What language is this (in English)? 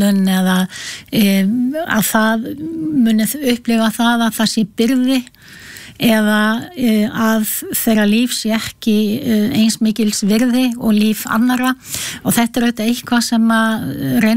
Icelandic